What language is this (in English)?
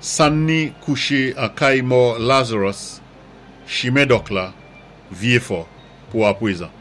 Saint Lucian Creole French